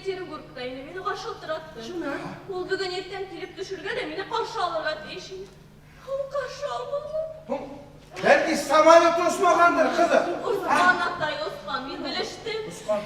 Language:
Bashkir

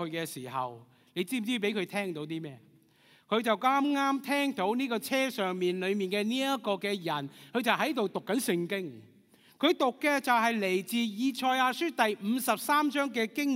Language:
Cantonese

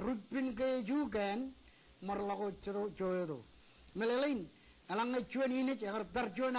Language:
Marshallese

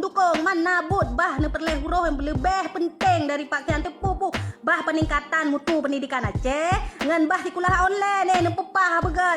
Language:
Achinese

